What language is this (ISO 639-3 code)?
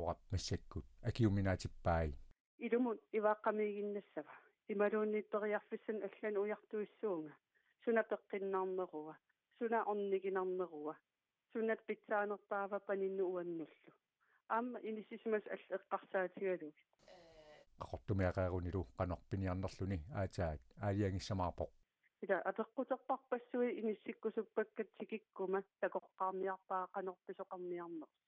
kal